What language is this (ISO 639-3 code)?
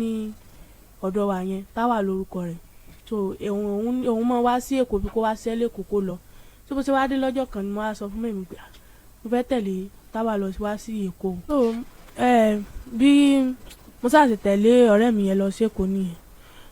yor